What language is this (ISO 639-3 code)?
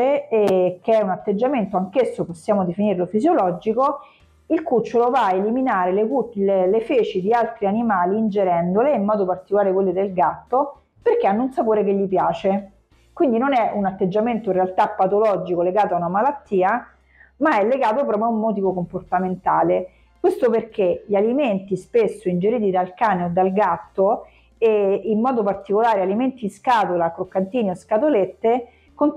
ita